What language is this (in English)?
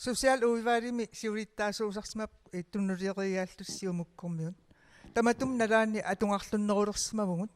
Kalaallisut